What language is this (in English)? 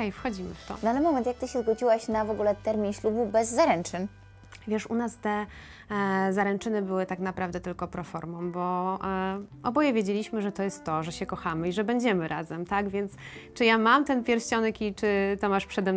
Polish